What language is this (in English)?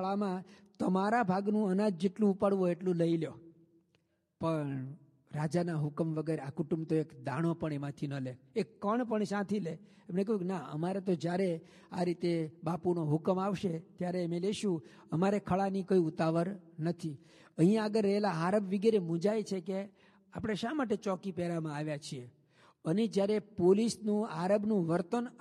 Gujarati